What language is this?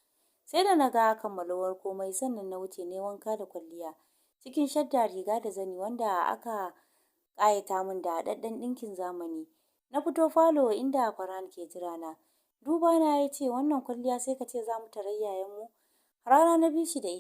Hausa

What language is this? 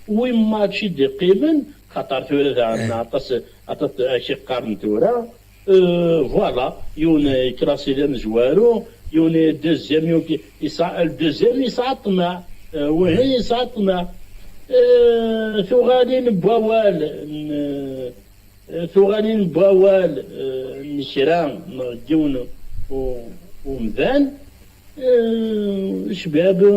Kabyle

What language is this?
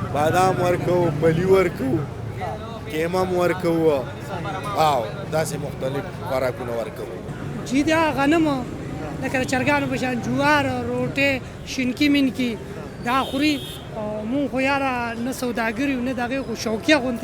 Pashto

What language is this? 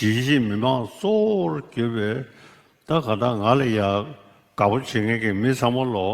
Tibetan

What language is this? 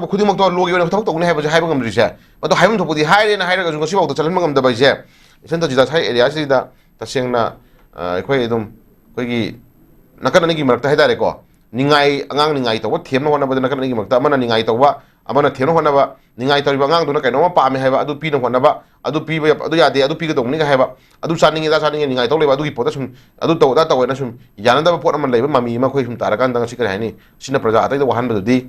Manipuri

